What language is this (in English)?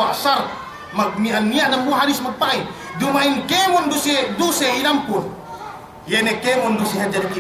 Yakan